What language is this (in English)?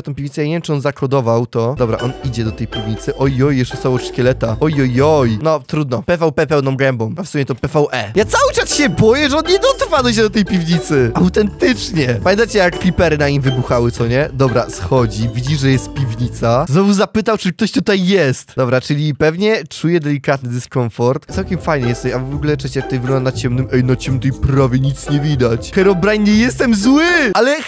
Polish